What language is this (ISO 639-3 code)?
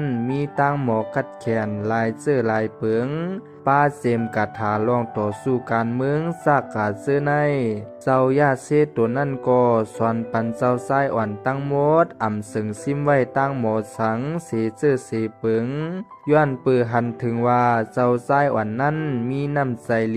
shn